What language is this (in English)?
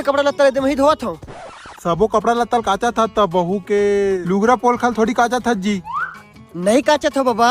Chhattisgarhi